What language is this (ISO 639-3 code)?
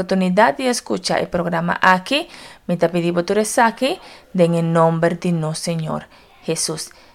pap